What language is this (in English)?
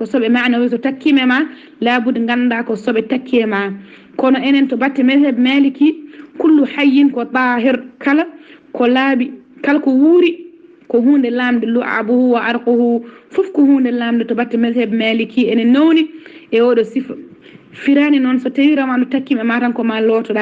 Fula